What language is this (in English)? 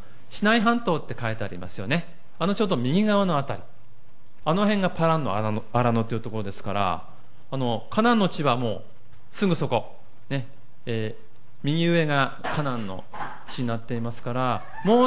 Japanese